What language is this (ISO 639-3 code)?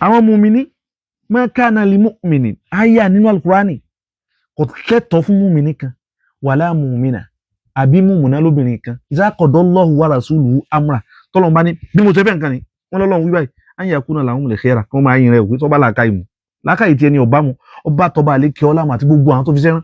yor